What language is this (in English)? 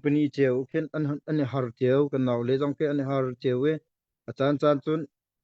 Hakha Chin